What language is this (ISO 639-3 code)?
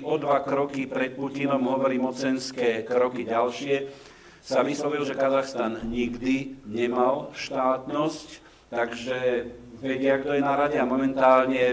slk